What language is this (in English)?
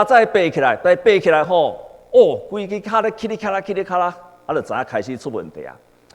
Min Nan Chinese